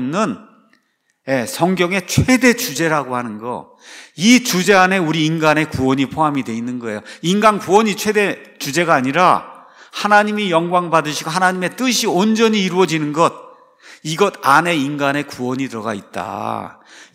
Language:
Korean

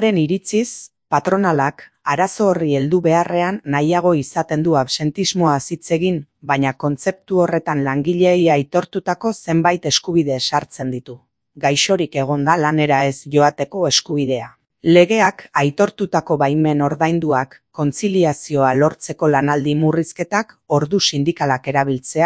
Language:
Basque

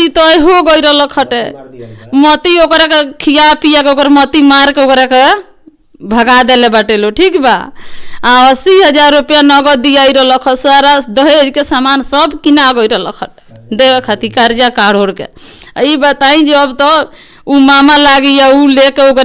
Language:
Bhojpuri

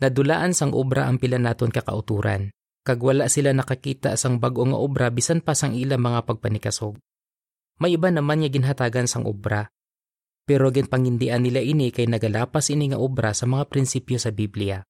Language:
Hiligaynon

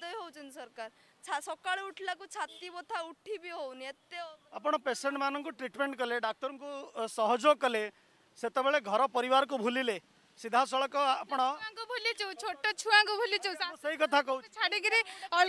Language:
Odia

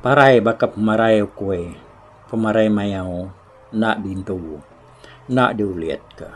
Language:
Iban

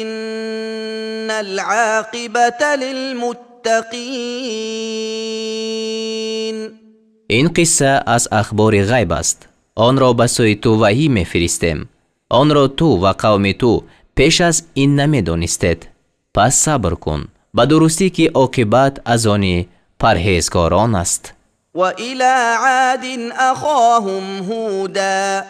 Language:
Tajik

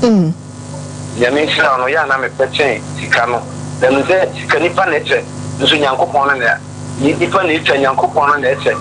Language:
Akan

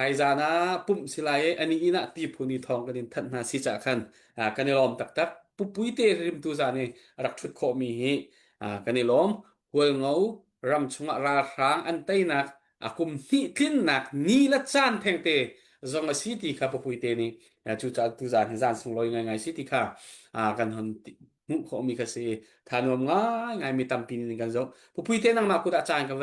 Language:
Hakha Chin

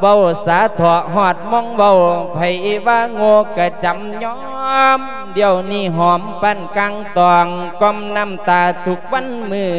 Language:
Lao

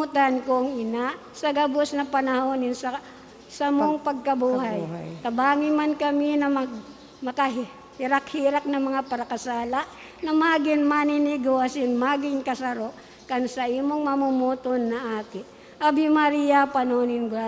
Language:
Bikol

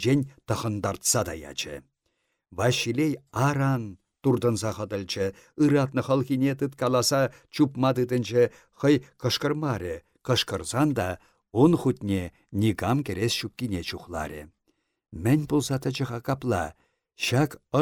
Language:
Chuvash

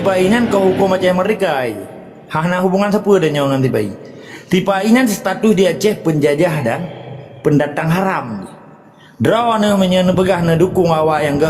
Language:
Achinese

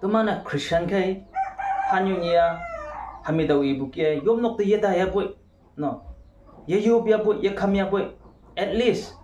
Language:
Konyak Naga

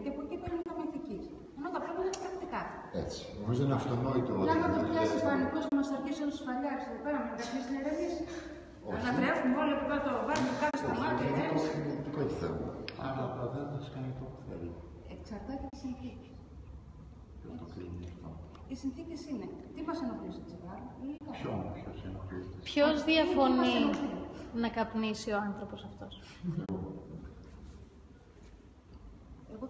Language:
Greek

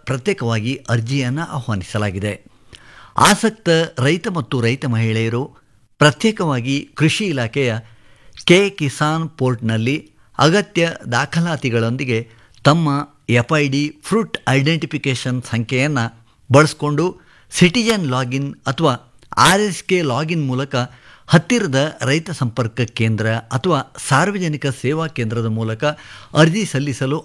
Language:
Kannada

